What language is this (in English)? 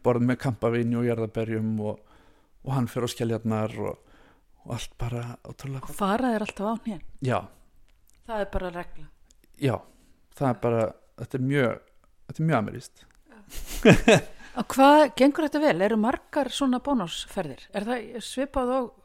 Icelandic